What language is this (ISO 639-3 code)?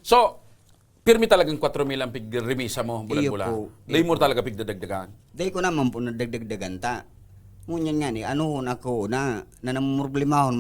bik